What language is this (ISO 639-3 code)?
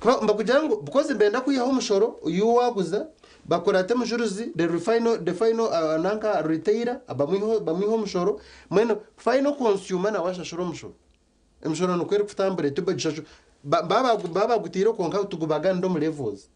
nyn